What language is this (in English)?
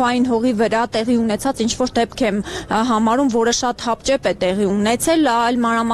Armenian